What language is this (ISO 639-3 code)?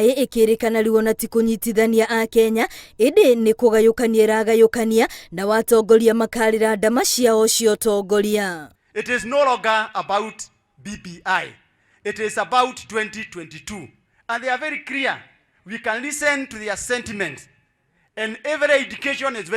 kik